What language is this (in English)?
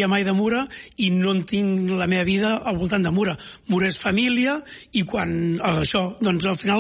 Catalan